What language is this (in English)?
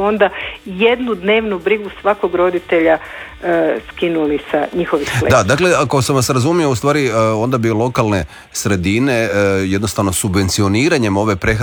Croatian